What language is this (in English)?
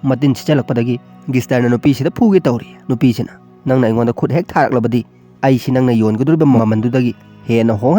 Manipuri